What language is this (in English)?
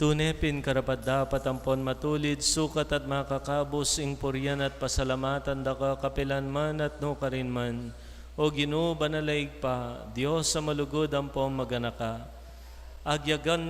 Pampanga